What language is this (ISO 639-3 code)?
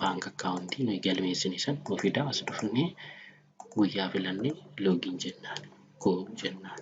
orm